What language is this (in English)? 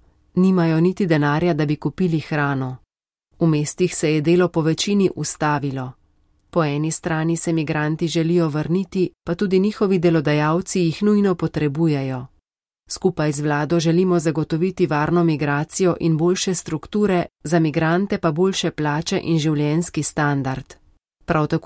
Slovenian